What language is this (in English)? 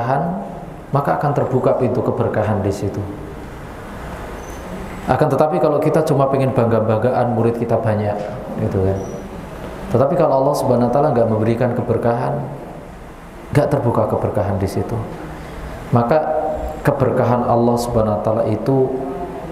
Indonesian